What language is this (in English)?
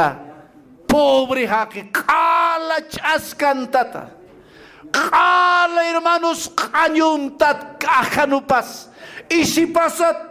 Aymara